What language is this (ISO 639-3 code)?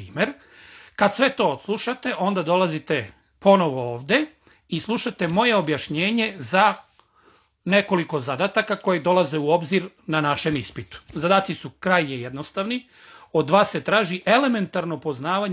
srp